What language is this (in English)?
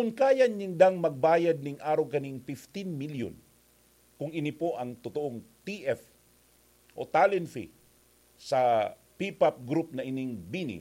Bikol